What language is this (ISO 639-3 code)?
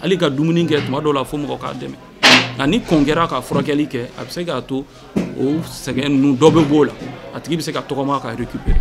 bam